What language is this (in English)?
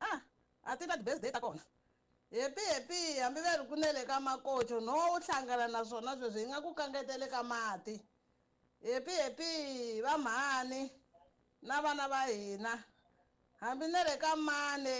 Tsonga